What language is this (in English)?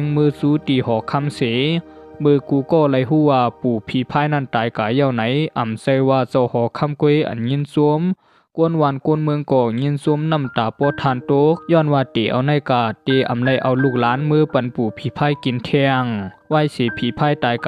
Shan